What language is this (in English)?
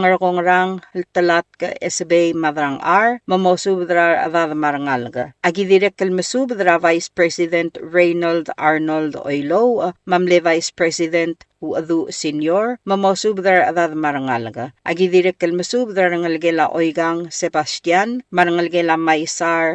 Palauan